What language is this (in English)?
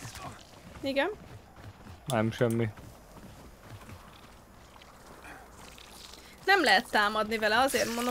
Hungarian